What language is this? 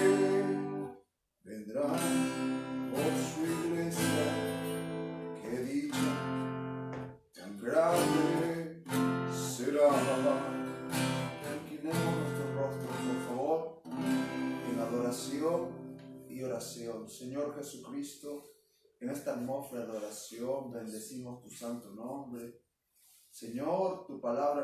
Spanish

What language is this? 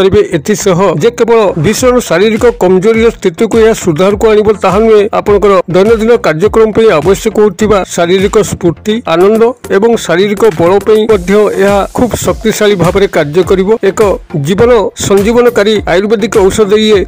Odia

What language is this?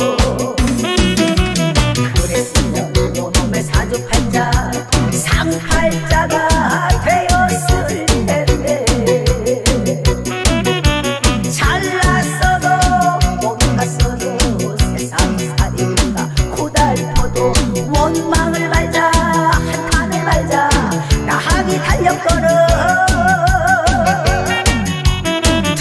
Korean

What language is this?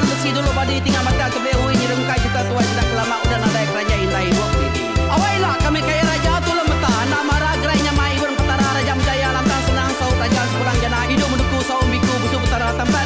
Iban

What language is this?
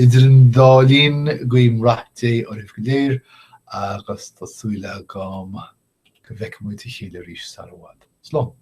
Irish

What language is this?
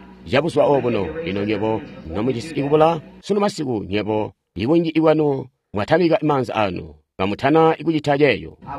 Tonga (Zambia)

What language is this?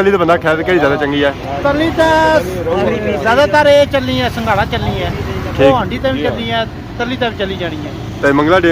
Pahari-Potwari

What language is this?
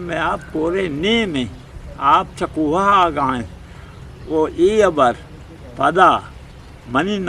Eastern Balochi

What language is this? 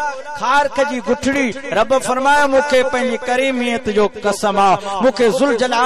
Sindhi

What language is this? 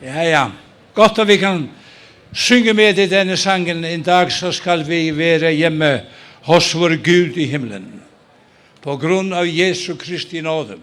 Faroese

